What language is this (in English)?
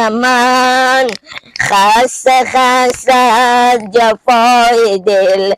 Persian